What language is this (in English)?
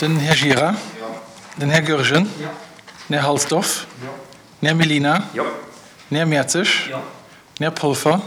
Luxembourgish